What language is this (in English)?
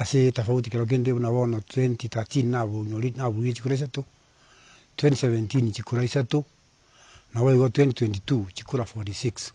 Gusii